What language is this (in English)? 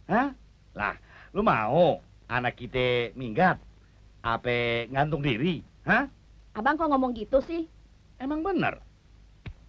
Betawi